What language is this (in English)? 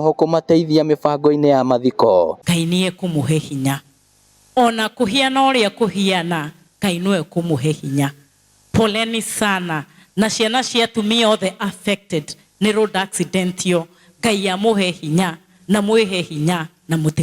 Kikuyu